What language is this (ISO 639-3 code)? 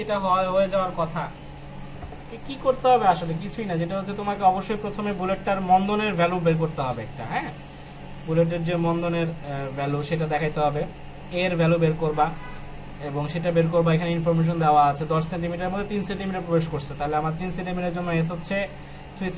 ben